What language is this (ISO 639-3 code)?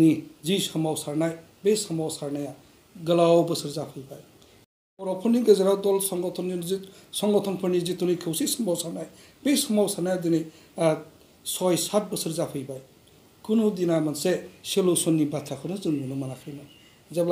brx